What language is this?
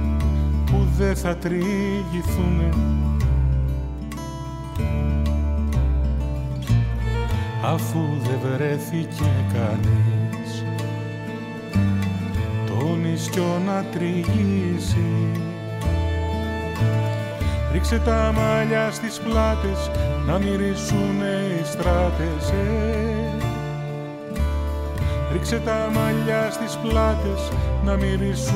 Greek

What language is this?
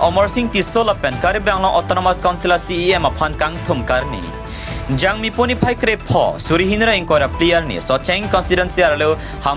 Karbi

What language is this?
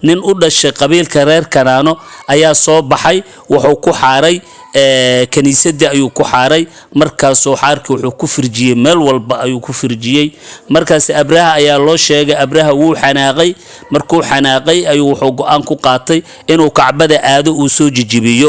Somali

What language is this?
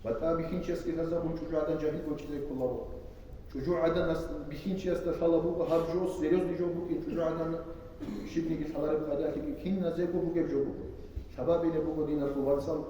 Avaric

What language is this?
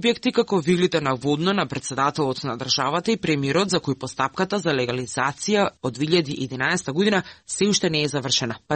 Macedonian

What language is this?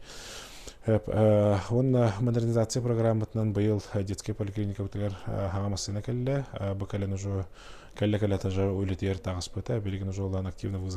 Yakut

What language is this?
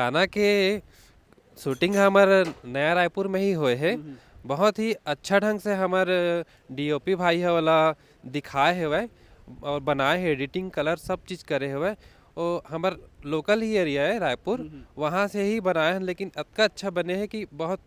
Chhattisgarhi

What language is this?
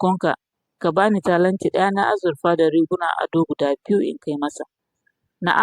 Hausa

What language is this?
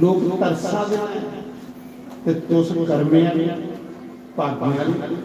Dogri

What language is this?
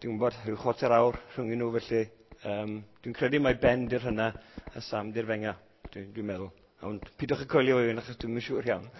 Welsh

